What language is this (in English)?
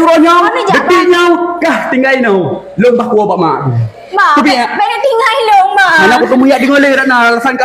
Achinese